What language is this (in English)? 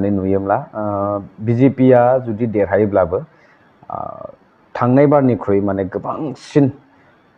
Bodo